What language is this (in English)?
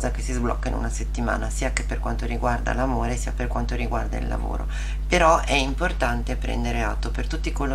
Italian